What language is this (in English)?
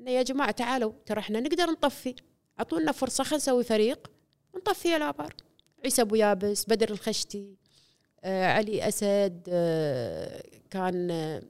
Gulf Arabic